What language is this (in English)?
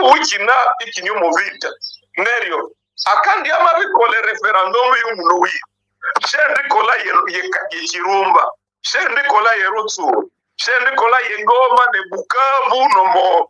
Nande